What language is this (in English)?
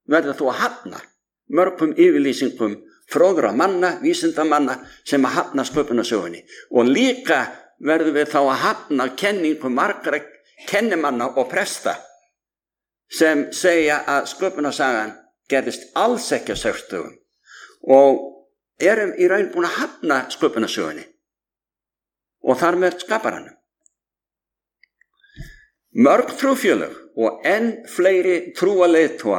Icelandic